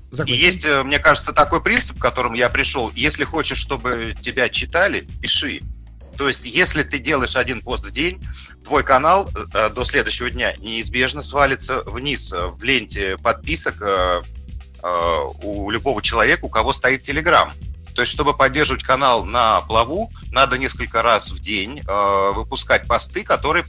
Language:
Russian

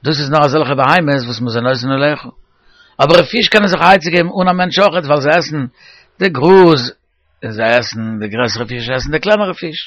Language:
Yiddish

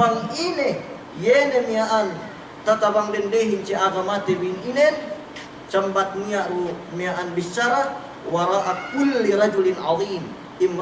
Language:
Yakan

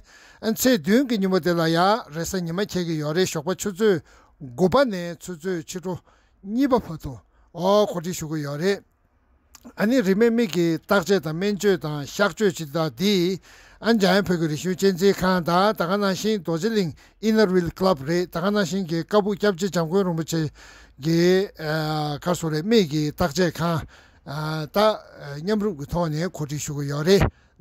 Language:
Tibetan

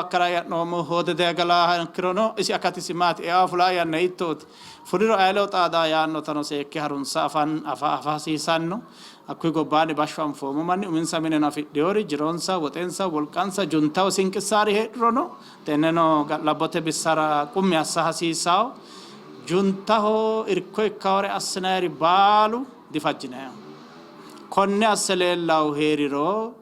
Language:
Sidamo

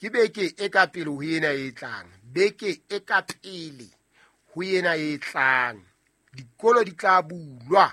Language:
Southern Sotho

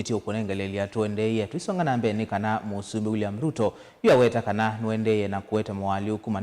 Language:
Kamba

